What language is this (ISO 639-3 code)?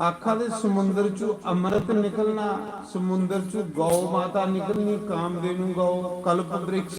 doi